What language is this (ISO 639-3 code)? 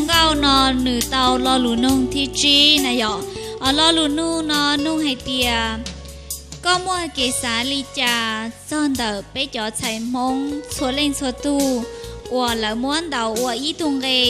hmn